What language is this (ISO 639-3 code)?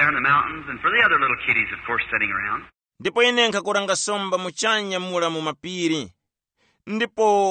tum